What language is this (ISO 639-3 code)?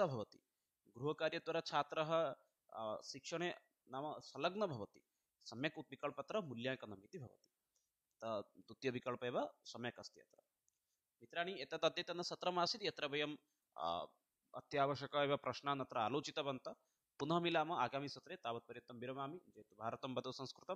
san